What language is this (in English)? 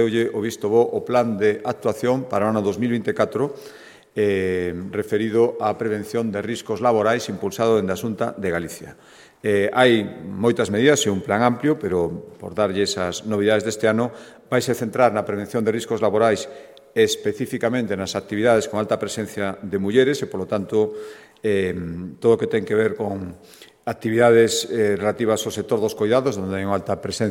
Galician